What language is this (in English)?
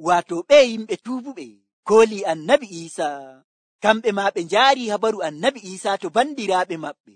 Nigerian Fulfulde